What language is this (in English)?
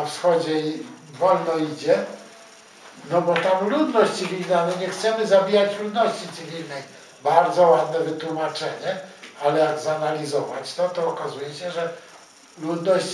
Polish